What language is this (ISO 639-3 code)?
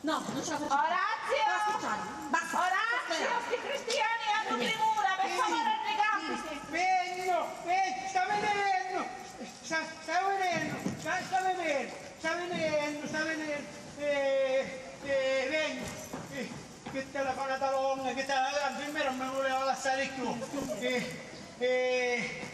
scn